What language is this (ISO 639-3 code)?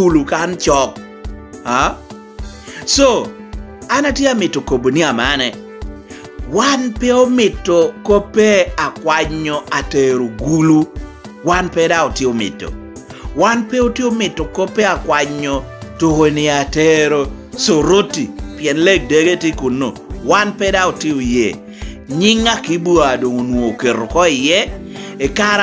laj